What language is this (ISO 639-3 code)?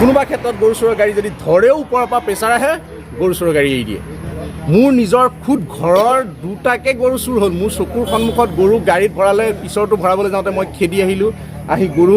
asm